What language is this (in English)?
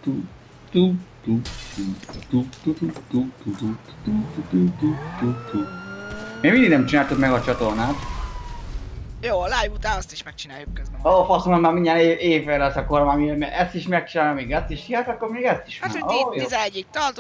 Hungarian